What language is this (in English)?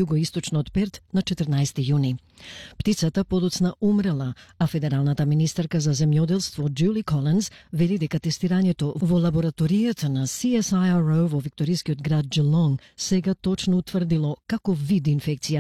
Macedonian